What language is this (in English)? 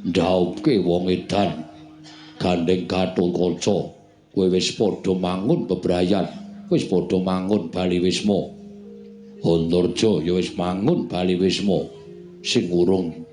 Javanese